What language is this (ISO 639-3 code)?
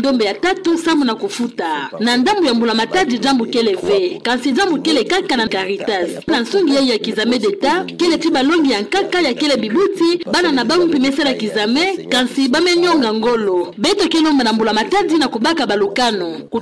ktu